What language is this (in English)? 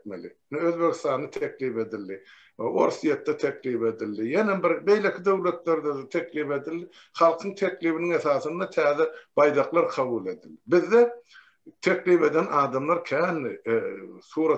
Turkmen